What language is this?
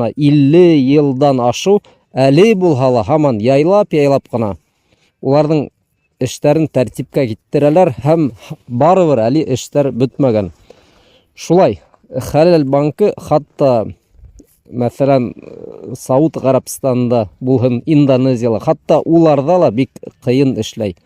Bashkir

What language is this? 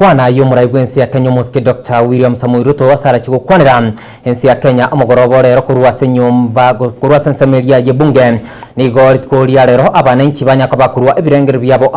Gusii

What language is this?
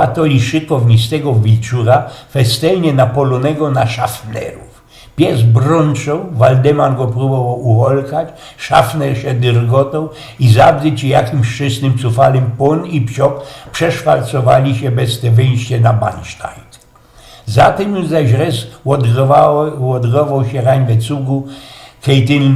Silesian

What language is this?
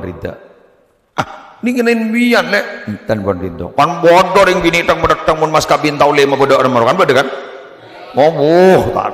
Madurese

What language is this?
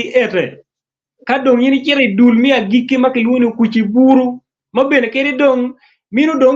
Acoli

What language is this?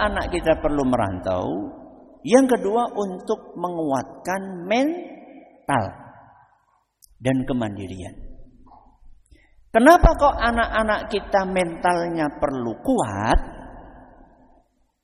Indonesian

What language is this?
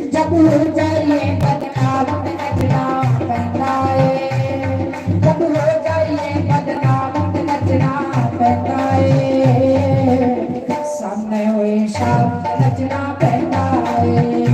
Dogri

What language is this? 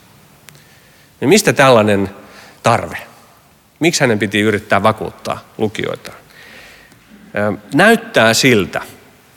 Finnish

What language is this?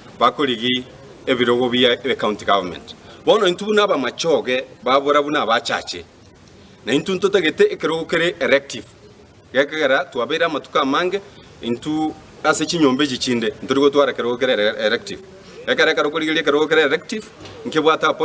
Gusii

